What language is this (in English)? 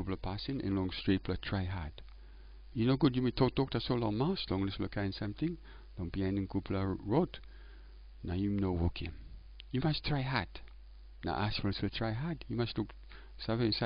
Tok Pisin